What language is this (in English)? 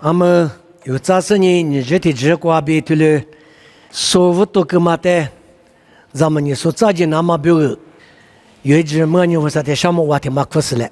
Lisu